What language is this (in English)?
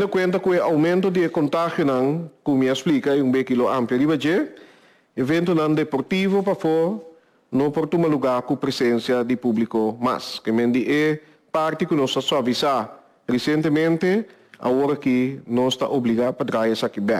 Papiamento